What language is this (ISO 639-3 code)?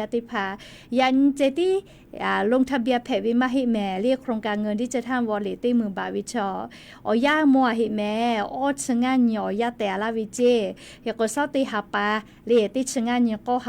lhu